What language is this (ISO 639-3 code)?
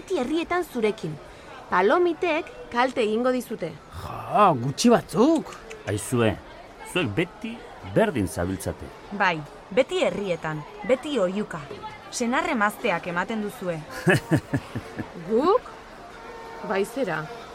eus